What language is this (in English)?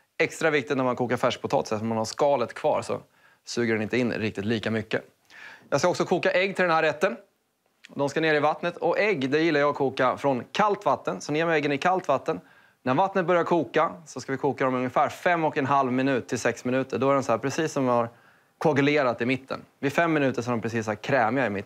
Swedish